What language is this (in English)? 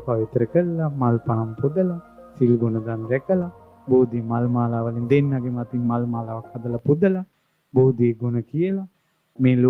Sinhala